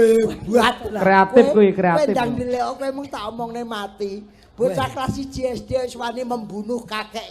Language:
Javanese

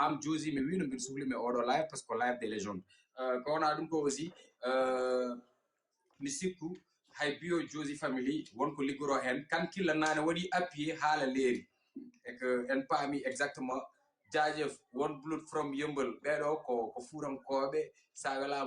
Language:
Fula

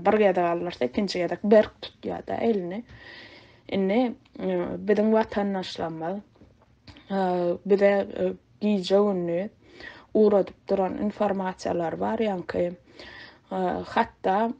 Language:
Turkmen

